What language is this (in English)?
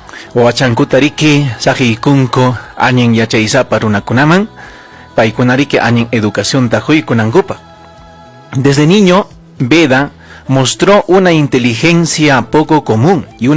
Ayacucho Quechua